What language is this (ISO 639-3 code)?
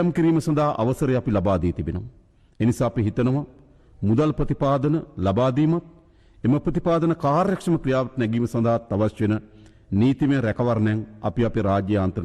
sin